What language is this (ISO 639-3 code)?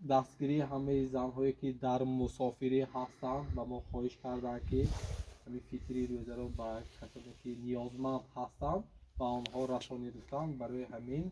tgk